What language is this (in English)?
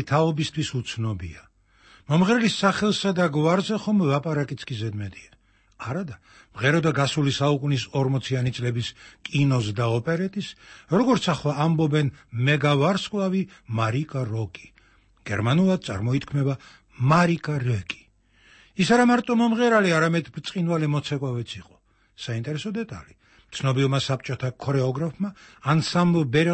Georgian